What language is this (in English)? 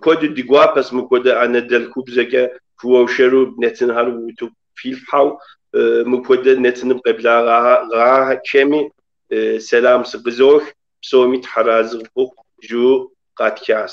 Kabardian